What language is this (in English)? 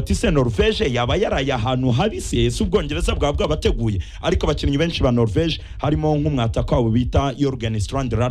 Kinyarwanda